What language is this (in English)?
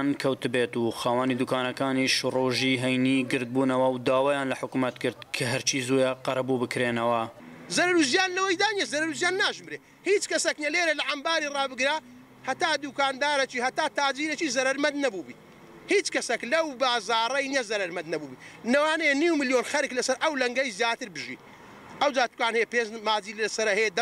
Central Kurdish